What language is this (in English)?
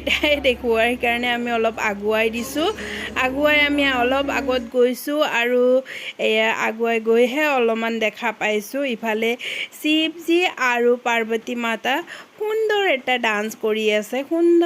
Assamese